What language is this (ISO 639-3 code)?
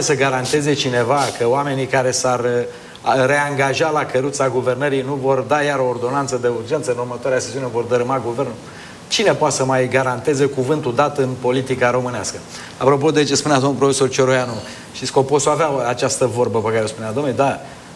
ron